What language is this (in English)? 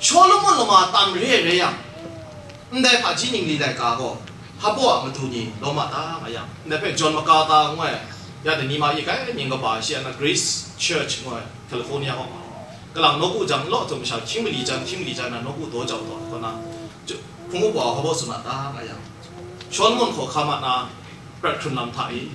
Kachin